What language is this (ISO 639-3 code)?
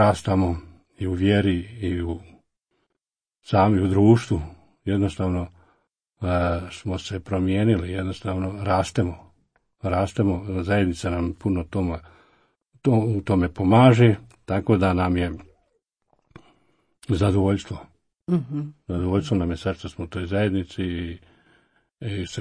hrv